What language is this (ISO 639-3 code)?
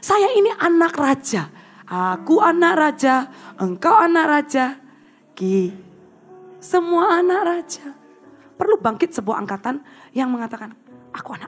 ind